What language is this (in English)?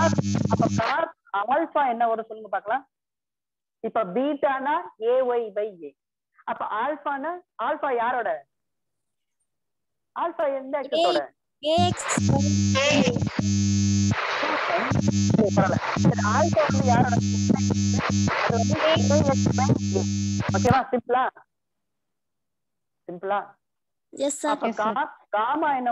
Tamil